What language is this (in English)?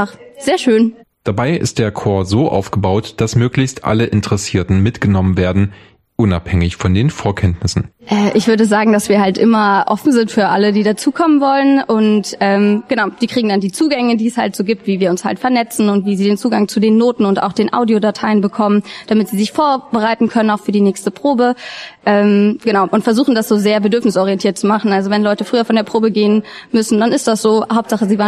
German